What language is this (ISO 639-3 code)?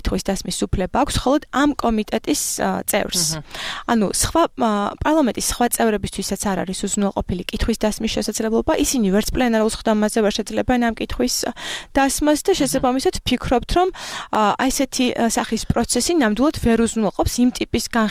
kat